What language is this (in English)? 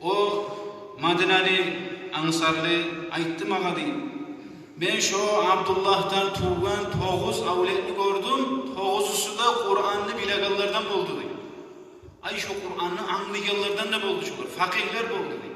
Kumyk